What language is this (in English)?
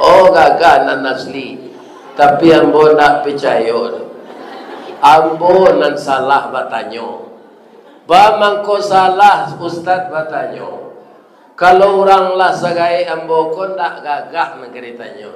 Minangkabau